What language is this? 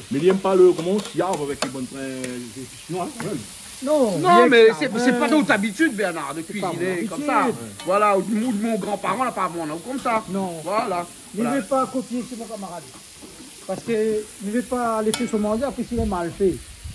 Réunion Creole French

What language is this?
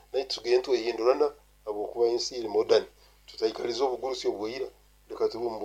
Nyoro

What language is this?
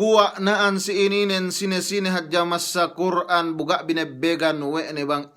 Yakan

